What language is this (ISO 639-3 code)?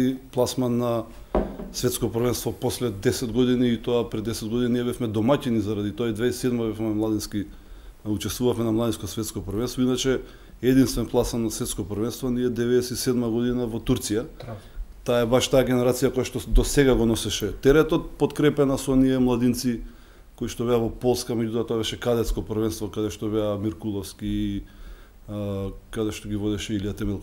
mkd